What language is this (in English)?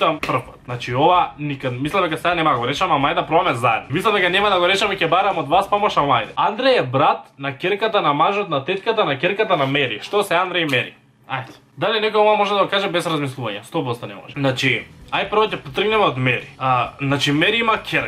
Macedonian